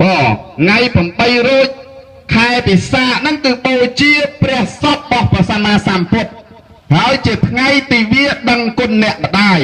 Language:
Khmer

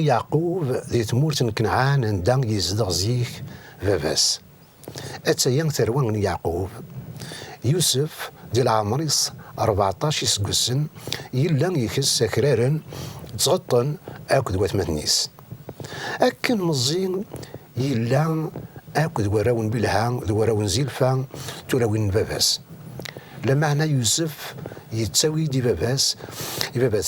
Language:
Kabyle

